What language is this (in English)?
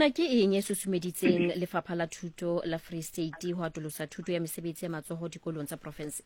Southern Sotho